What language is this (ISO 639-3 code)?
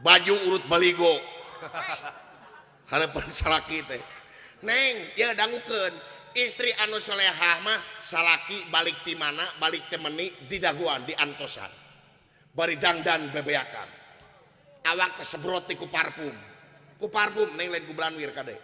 sun